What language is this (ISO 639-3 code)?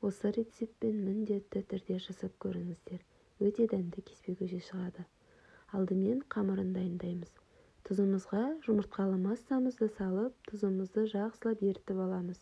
kaz